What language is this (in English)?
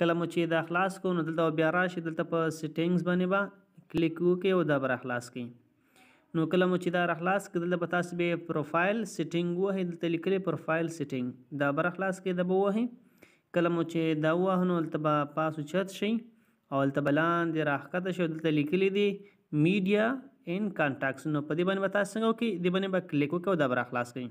Pashto